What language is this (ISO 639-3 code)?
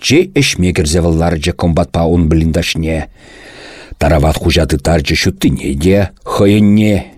chv